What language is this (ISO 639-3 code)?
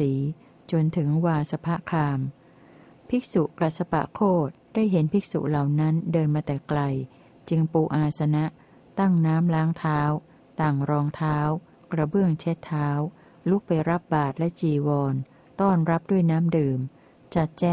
tha